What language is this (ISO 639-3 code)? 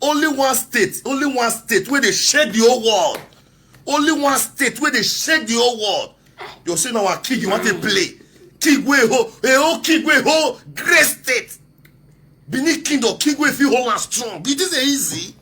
pcm